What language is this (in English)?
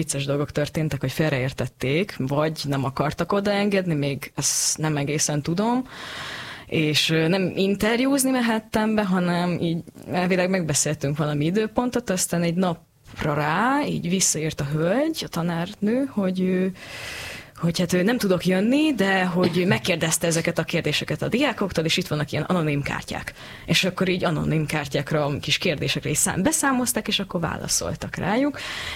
Hungarian